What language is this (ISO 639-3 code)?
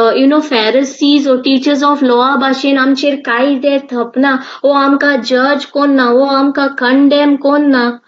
kok